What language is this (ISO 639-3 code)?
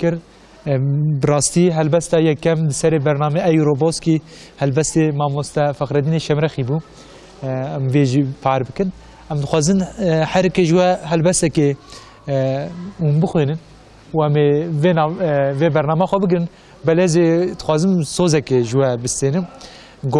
kur